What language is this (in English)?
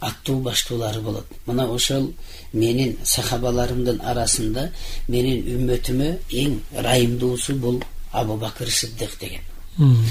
Kyrgyz